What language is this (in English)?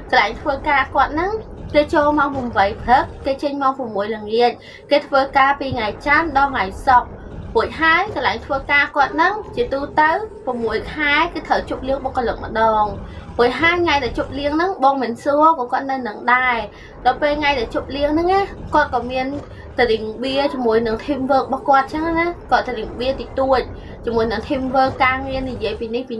Khmer